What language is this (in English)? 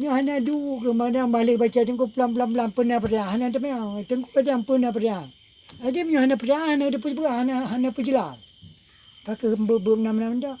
Achinese